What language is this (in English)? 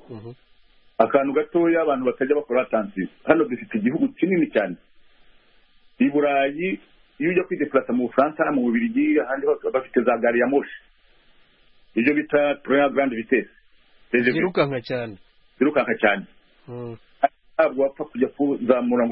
Kinyarwanda